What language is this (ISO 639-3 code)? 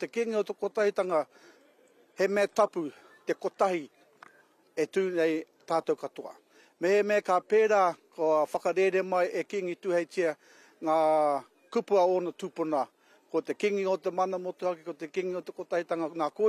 mri